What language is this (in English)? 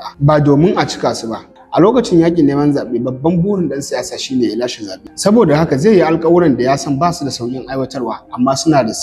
Hausa